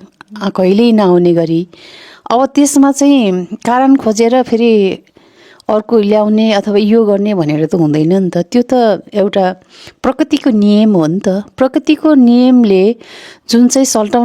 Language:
Nepali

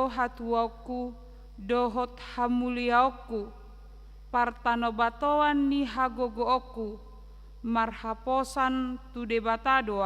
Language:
Batak Toba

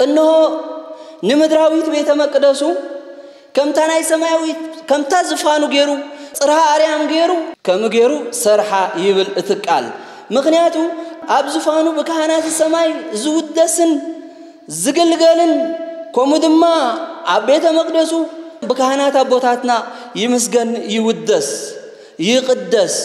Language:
Tigrinya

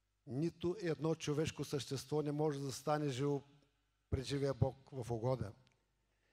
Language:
Bulgarian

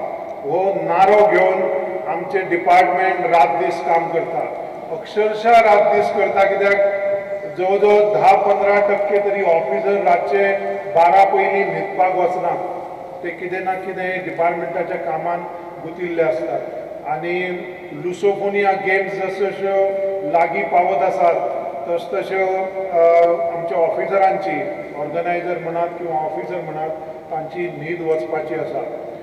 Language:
Konkani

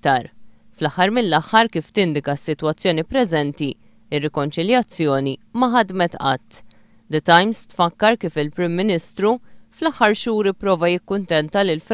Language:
Maltese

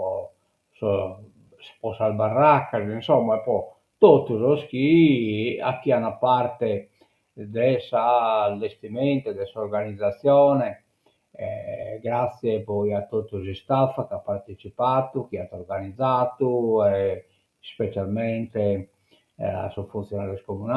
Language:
Sardinian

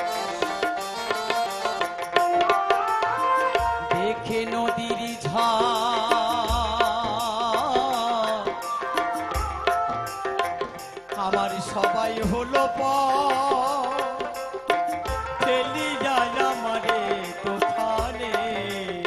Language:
Bangla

